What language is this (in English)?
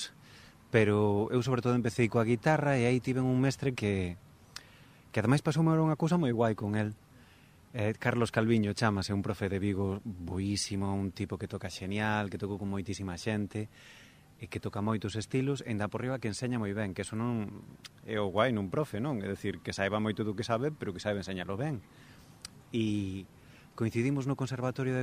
Galician